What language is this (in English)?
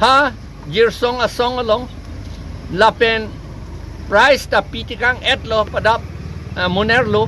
Karbi